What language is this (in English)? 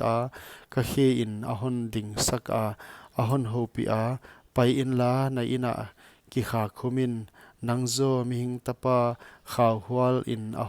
Paite Chin